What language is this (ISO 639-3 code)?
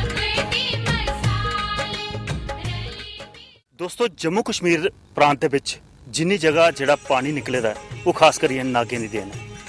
doi